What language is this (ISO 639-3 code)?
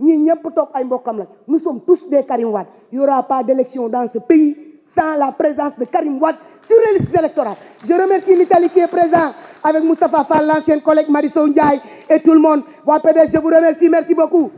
wol